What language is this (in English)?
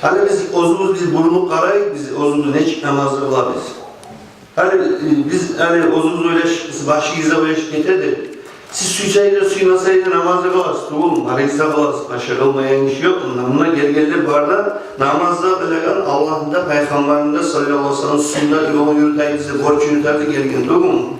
Kumyk